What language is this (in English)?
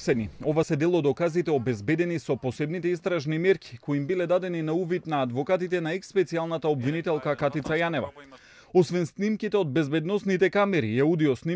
Macedonian